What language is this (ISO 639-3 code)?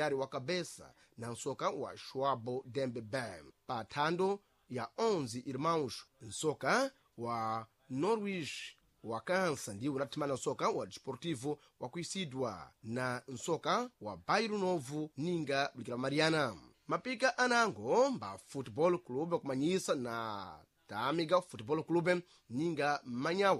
seh